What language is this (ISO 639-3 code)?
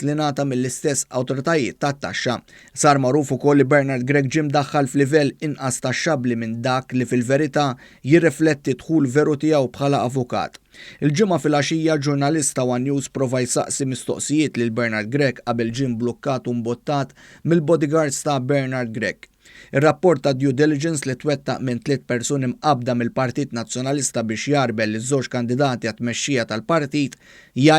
mlt